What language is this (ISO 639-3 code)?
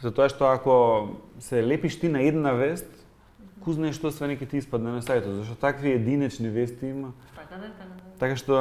mkd